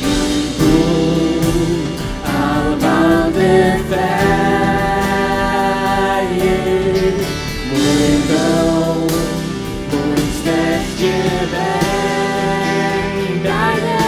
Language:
Faroese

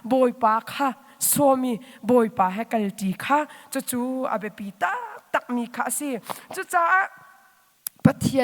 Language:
Hakha Chin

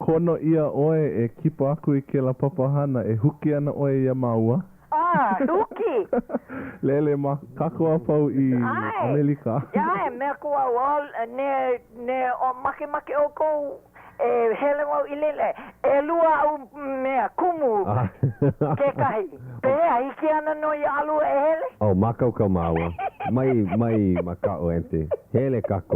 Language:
Hawaiian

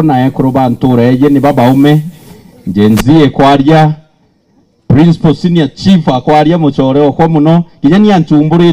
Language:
Meru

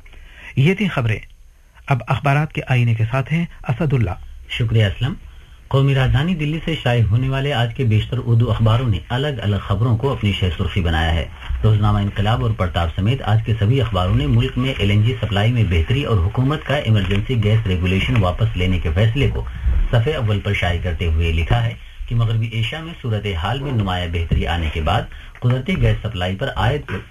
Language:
Urdu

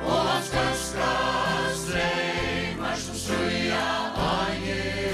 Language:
Faroese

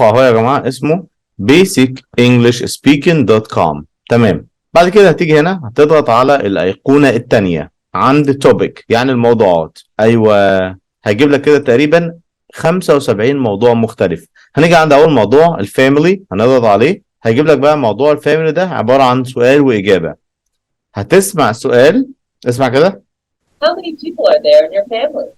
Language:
Egyptian Arabic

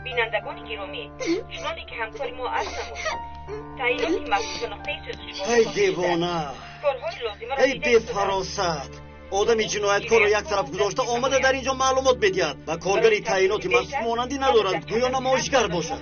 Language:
Tajik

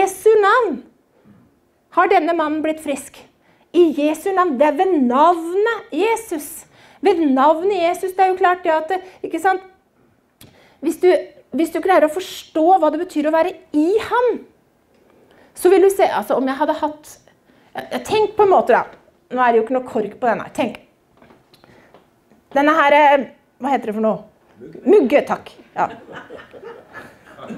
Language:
Norwegian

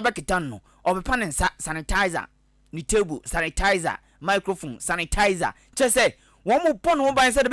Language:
Akan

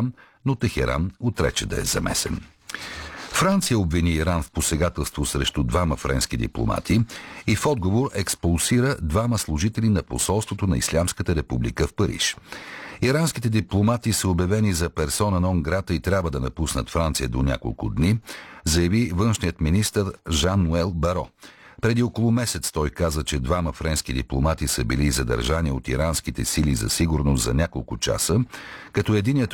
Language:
Bulgarian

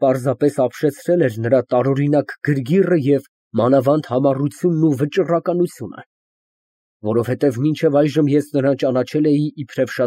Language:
Armenian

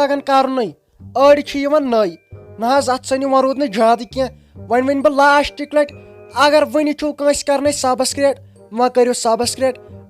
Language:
Kashmiri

